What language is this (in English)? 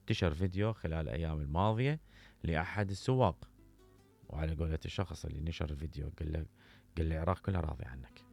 Mesopotamian Arabic